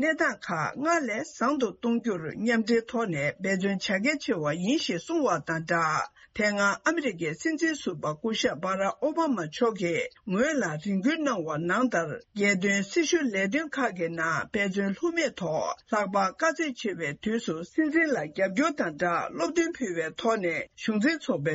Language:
Tibetan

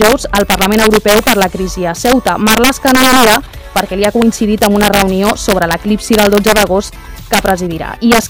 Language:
Catalan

